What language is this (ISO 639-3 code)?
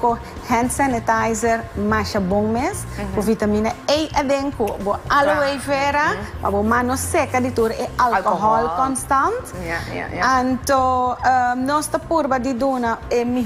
pap